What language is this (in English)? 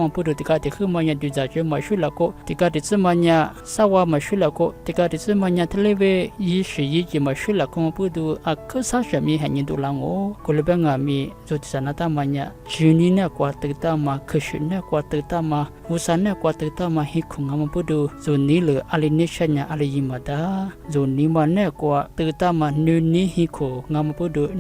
Lisu